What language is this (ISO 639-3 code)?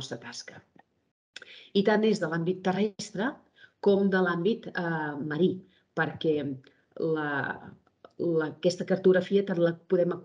cat